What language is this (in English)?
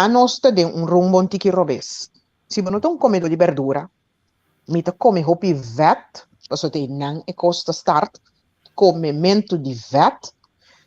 Papiamento